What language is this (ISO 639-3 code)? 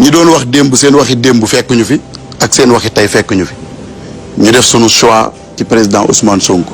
wol